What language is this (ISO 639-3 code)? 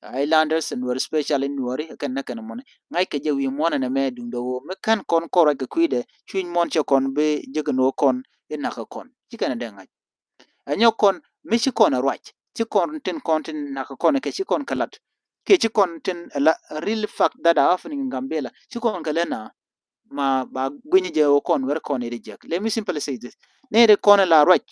nus